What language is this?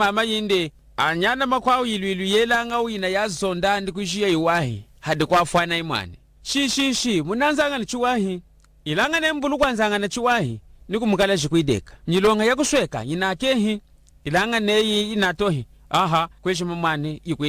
Lunda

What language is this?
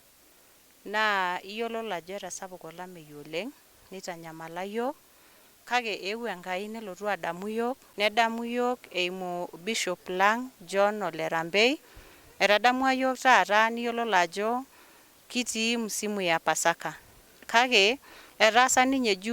Masai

